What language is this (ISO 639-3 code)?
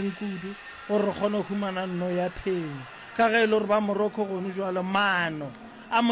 nso